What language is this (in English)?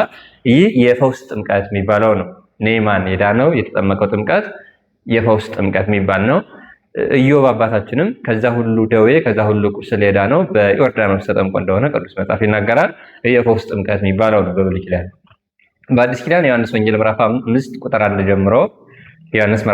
Amharic